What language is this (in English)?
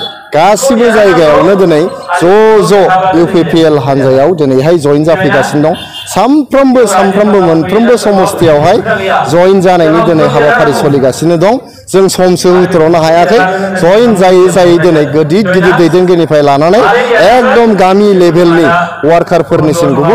Bodo